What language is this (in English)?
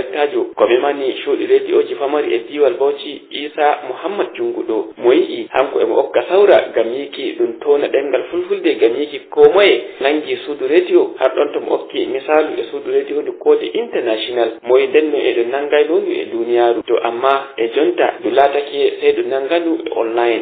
Fula